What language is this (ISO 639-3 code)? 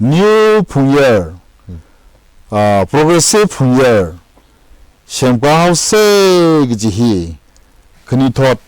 nmf